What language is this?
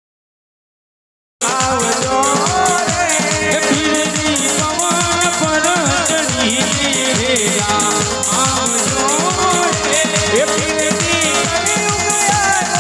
Gujarati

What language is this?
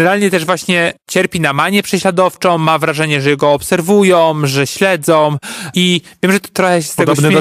Polish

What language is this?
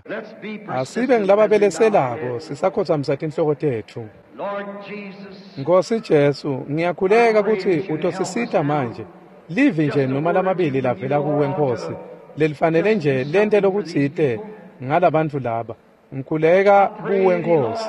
Swati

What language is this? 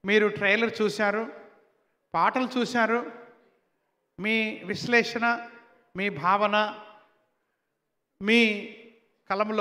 Telugu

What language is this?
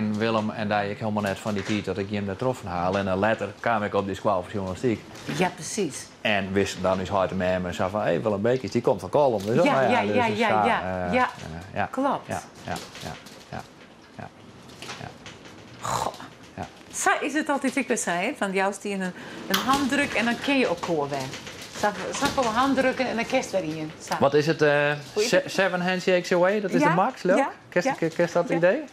Western Frisian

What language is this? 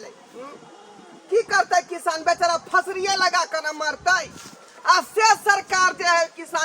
Maithili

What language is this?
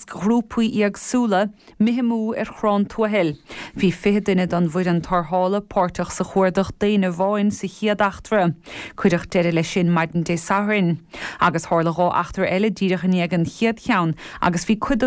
Irish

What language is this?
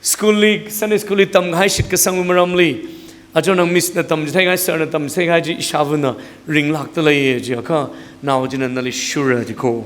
Tangkhul Naga (India)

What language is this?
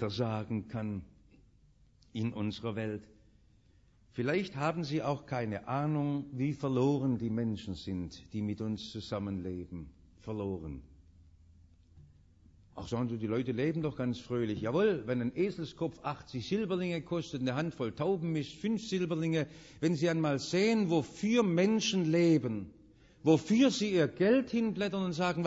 German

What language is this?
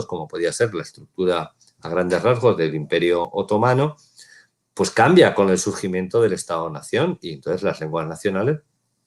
Ladino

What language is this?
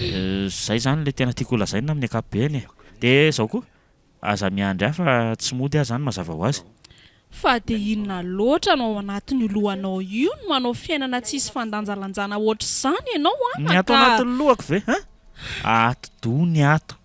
Malagasy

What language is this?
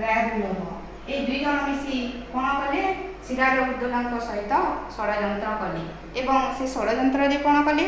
Odia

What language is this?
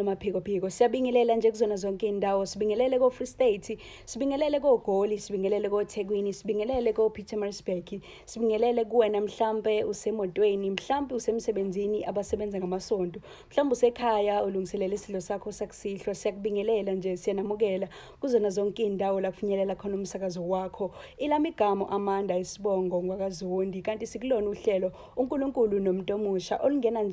Zulu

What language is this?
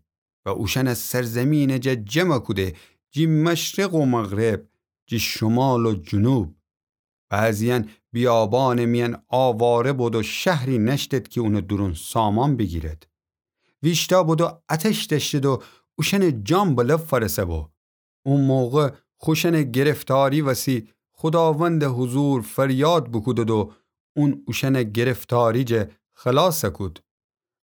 Gilaki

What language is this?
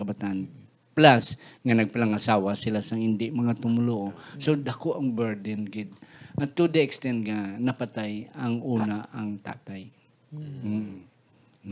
Hiligaynon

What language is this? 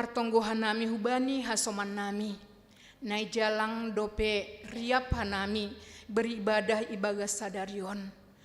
Batak Simalungun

